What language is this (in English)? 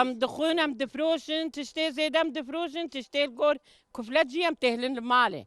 Kurdish